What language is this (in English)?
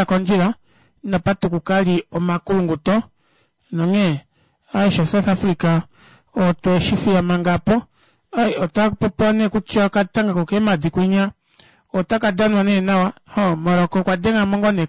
Kuanyama